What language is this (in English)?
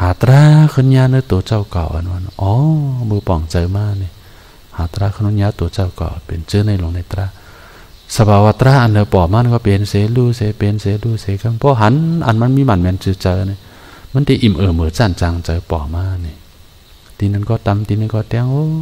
Shan